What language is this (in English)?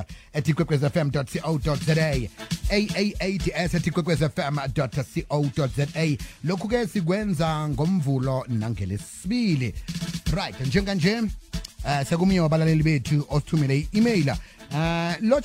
South Ndebele